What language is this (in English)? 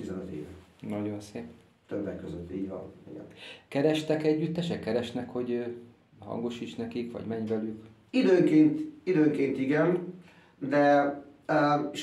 Hungarian